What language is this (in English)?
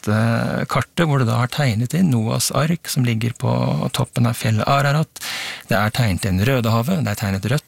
Norwegian